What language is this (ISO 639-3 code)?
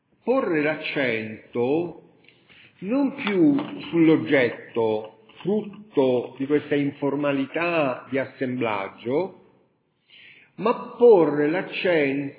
ita